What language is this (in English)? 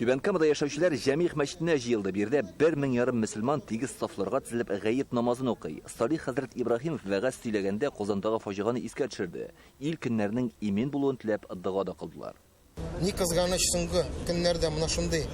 Tatar